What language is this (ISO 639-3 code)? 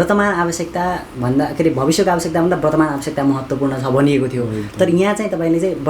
nep